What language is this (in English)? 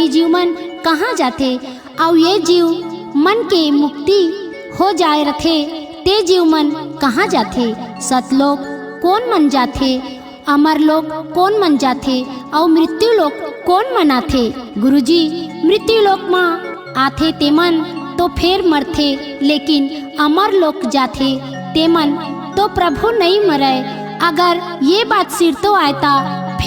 Chhattisgarhi